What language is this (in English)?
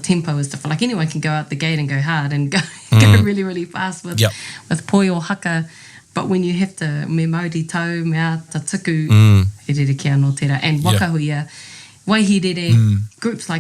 Māori